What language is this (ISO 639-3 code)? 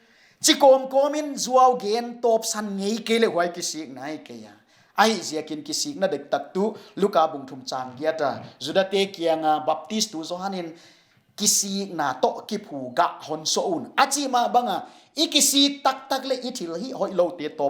pck